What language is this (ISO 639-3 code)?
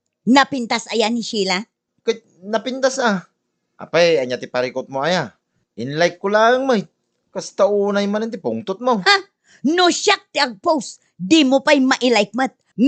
ilo